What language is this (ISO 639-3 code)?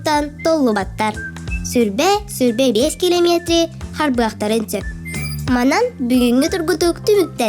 sah